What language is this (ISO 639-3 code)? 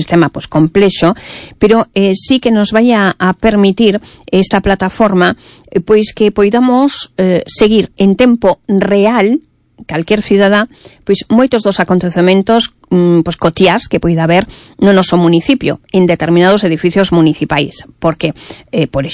glg